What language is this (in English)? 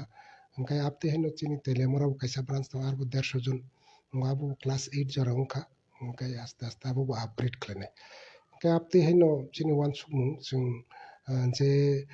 Kok Borok